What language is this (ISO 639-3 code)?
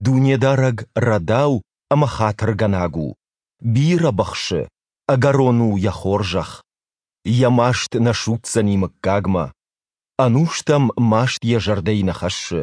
oss